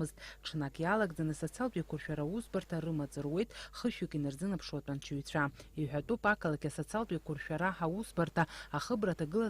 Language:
Abkhazian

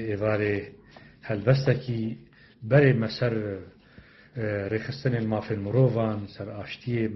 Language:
Kurdish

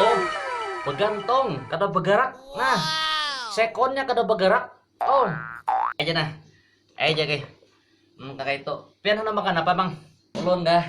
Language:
Banjar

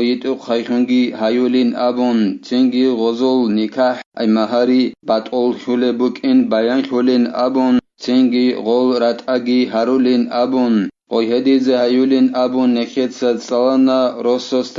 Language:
Avaric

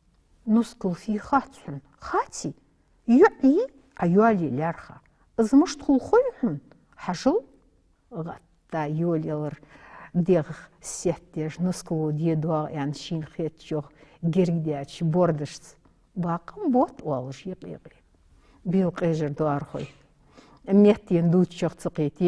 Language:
Ingush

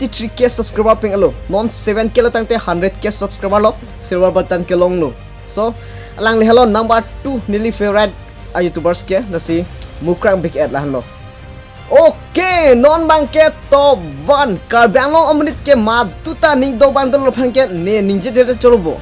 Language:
Karbi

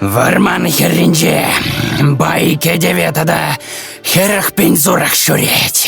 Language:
Chuvash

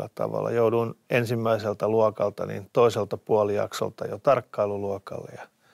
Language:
Finnish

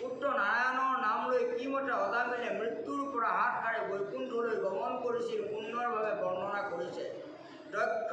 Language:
Assamese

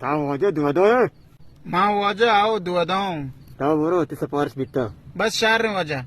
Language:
Baluchi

